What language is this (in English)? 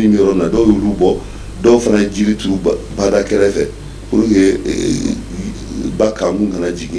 Bambara